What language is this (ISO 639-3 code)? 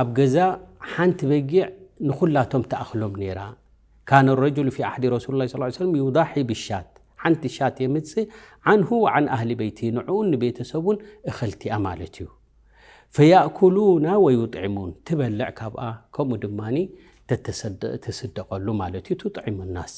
tir